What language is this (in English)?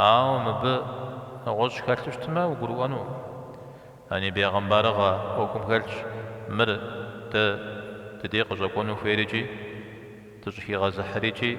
Kabardian